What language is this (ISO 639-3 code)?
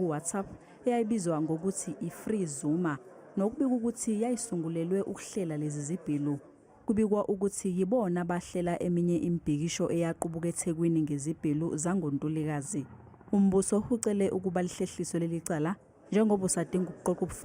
zul